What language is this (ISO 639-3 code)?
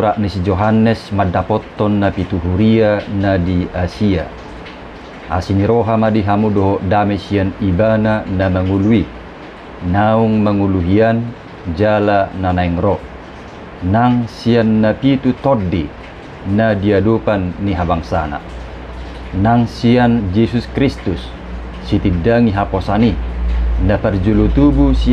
bbc